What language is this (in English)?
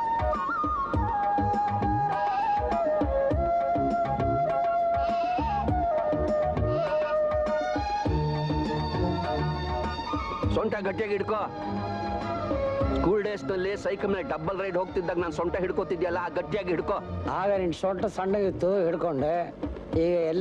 Kannada